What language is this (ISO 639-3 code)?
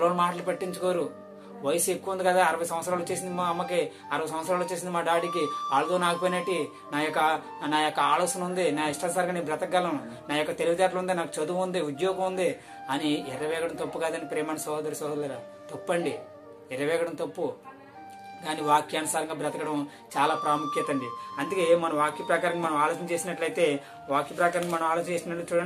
tel